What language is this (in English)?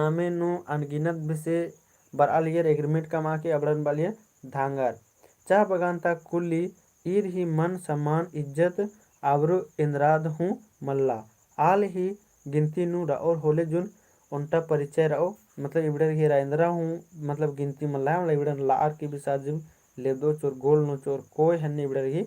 Kurukh